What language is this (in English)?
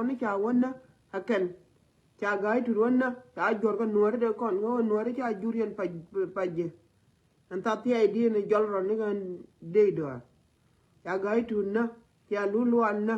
Nuer